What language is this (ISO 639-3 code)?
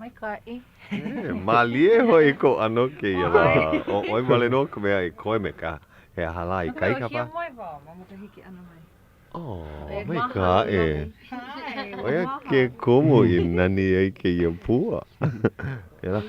haw